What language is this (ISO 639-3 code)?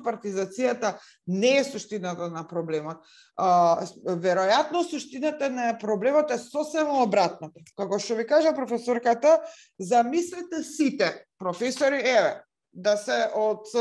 mkd